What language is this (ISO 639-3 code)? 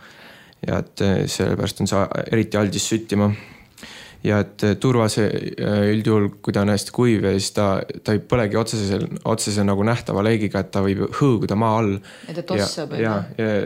est